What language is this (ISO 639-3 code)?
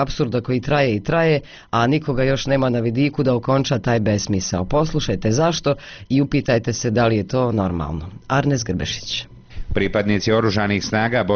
bos